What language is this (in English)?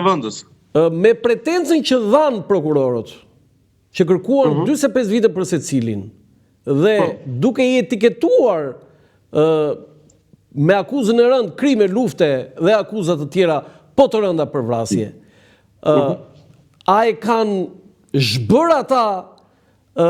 Albanian